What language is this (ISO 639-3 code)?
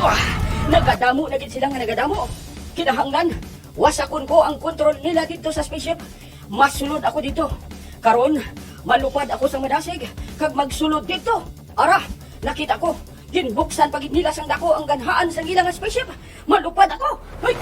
hil